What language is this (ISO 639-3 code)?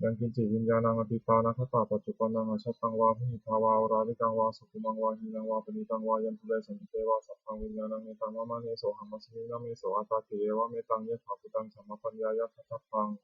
pli